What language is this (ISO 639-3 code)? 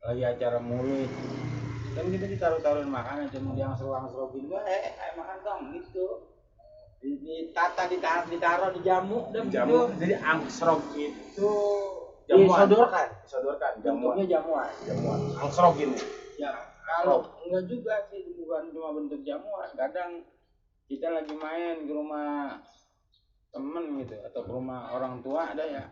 bew